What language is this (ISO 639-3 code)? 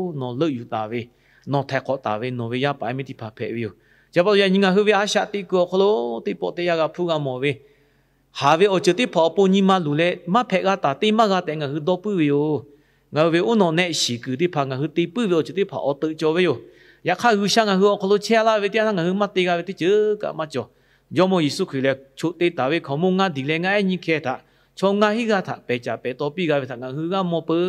lhu